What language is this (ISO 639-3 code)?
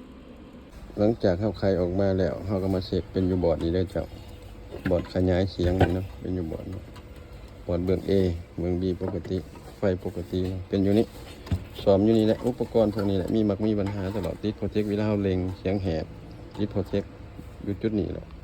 lao